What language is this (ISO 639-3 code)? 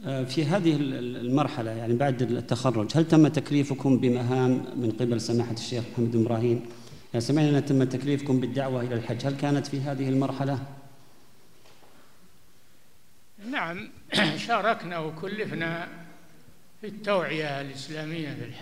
ara